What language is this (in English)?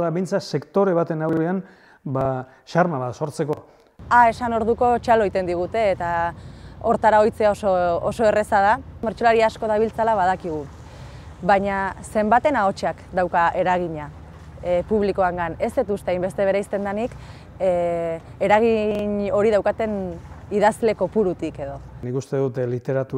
Basque